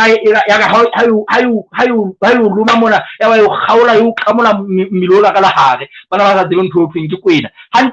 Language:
Southern Sotho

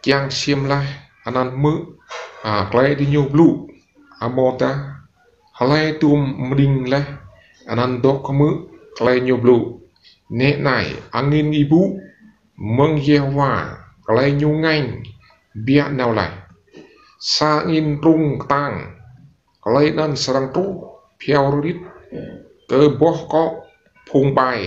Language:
Rade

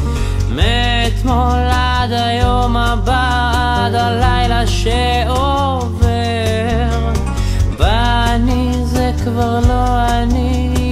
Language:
Hebrew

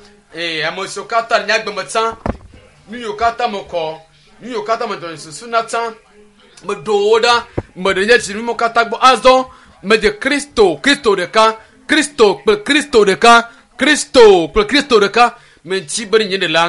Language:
Ewe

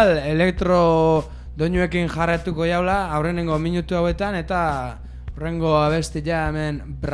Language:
Basque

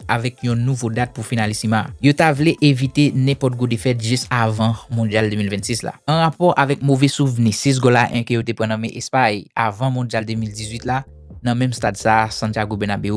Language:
Haitian Creole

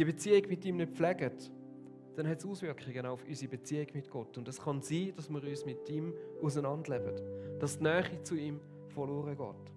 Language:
Swiss German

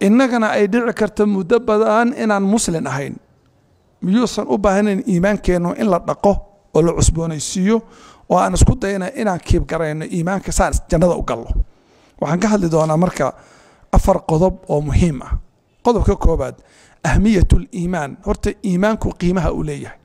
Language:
Somali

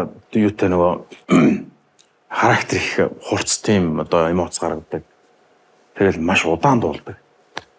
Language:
Mongolian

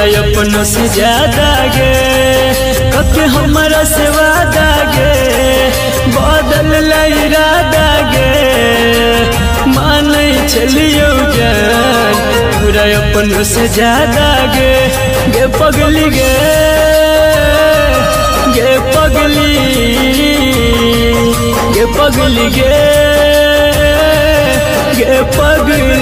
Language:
Maithili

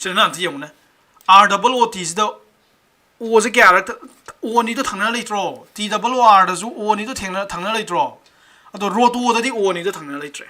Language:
Manipuri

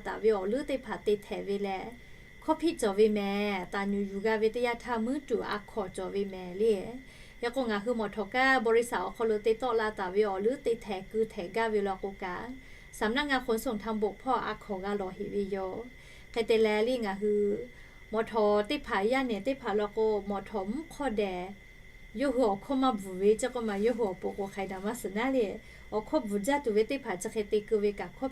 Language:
Lahu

